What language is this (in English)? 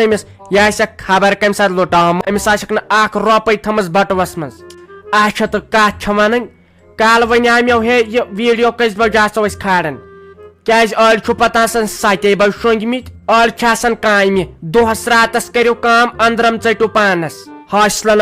Kashmiri